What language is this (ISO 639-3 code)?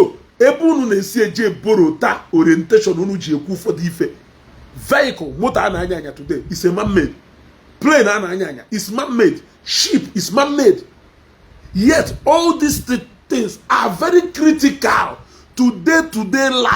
ibo